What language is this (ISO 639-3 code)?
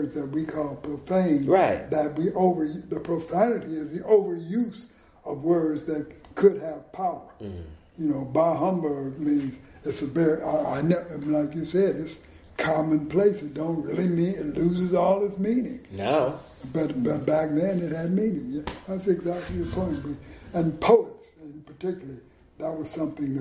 eng